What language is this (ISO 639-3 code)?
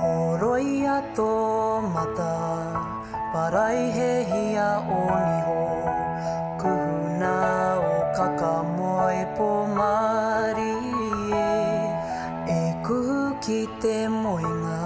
mri